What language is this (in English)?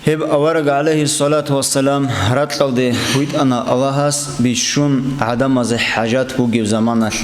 Avaric